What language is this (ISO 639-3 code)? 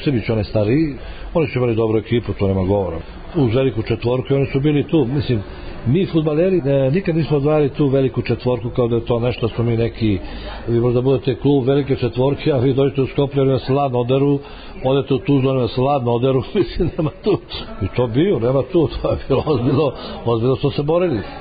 srp